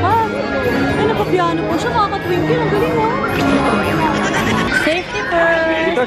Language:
Filipino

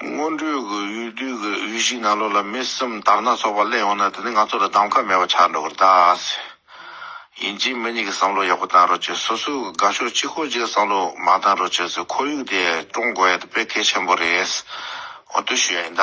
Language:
Tibetan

